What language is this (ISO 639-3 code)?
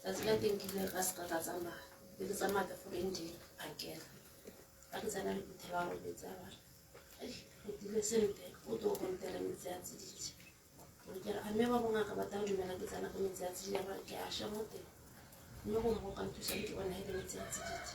tsn